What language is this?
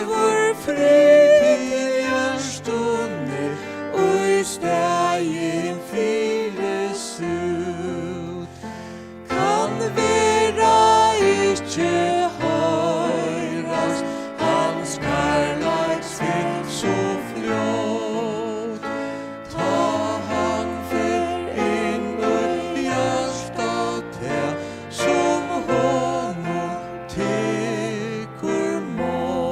Faroese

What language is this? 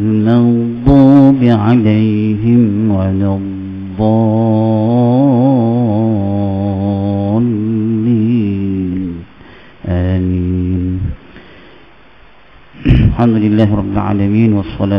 Malay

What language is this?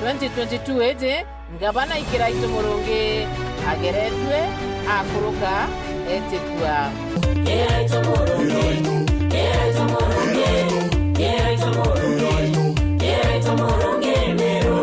Meru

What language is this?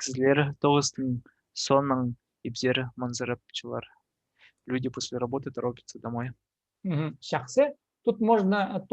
Khakas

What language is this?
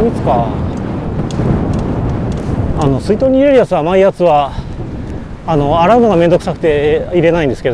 Japanese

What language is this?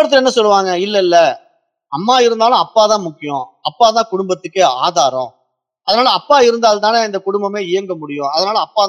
Tamil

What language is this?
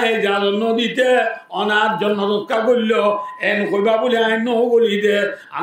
Rohingya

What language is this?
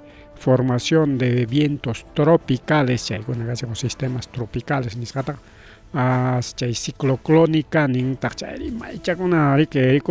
Ayacucho Quechua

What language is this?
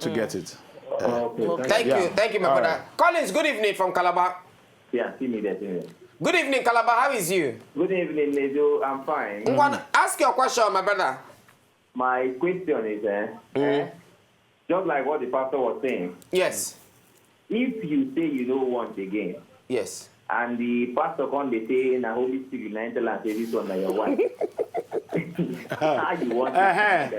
Nigerian Pidgin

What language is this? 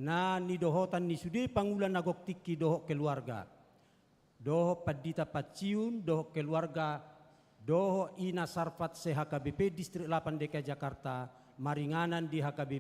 Batak Toba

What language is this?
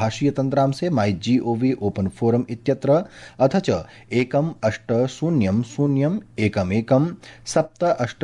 Sanskrit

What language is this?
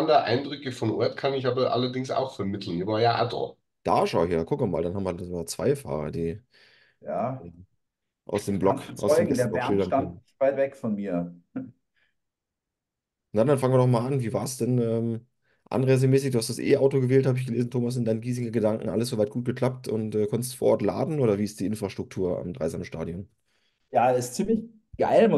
German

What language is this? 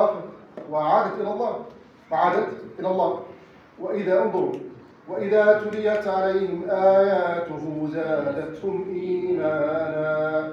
Arabic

